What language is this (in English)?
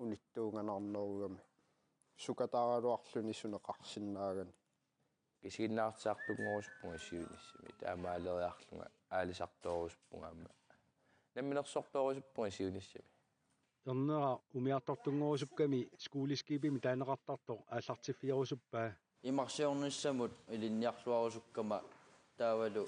Kalaallisut